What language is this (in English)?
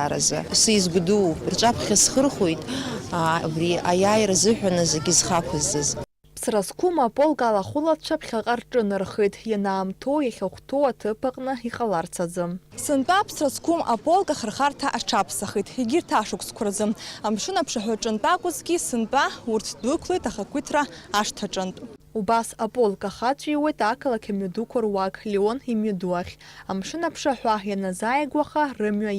Abkhazian